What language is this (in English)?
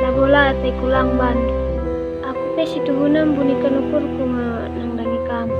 Batak Karo